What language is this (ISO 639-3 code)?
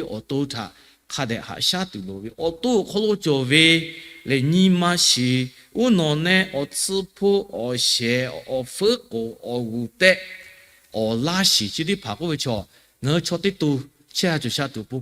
lhu